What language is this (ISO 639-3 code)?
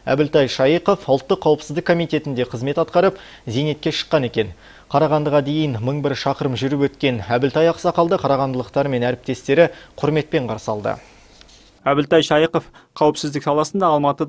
kaz